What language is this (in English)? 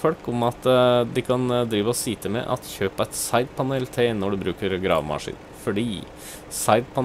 Norwegian